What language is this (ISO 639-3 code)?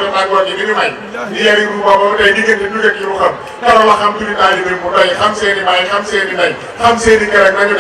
wol